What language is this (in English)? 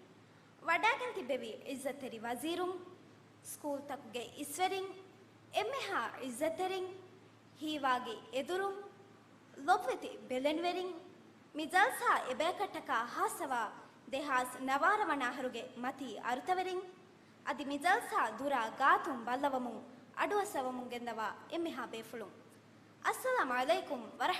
Divehi